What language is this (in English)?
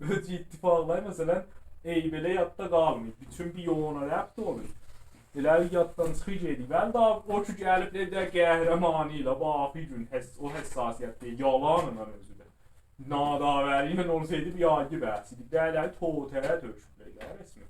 South Azerbaijani